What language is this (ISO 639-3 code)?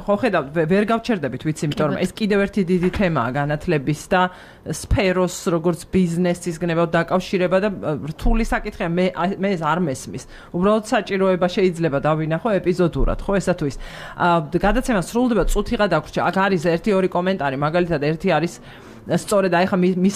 kat